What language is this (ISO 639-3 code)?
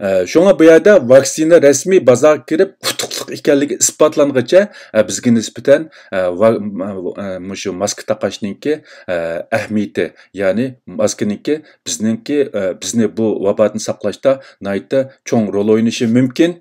uig